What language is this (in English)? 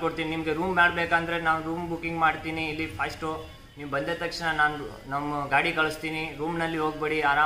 Kannada